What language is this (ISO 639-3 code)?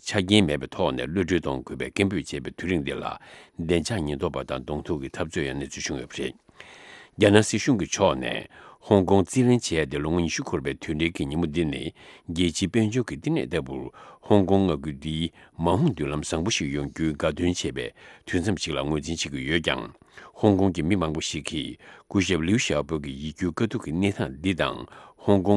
bod